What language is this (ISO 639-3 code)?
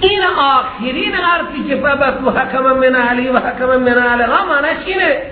fas